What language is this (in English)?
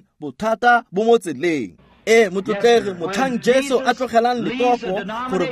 Tswana